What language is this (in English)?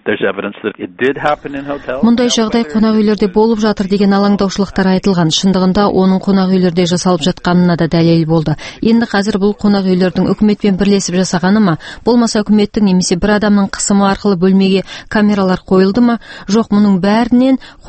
Kazakh